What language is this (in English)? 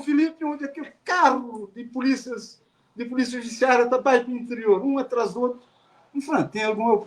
Kabuverdianu